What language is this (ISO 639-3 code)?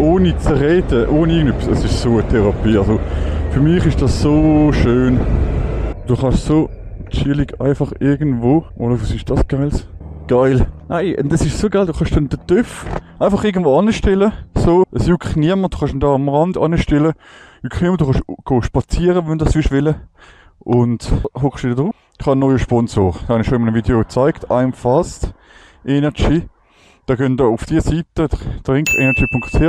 gsw